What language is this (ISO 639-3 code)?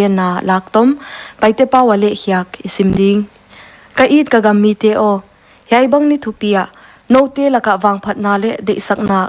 pck